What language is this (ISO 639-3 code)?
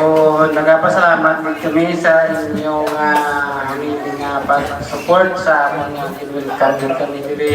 hil